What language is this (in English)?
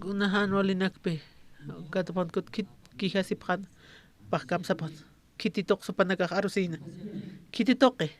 Aymara